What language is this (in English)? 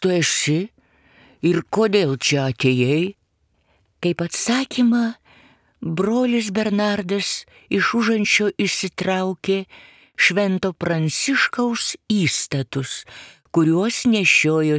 Lithuanian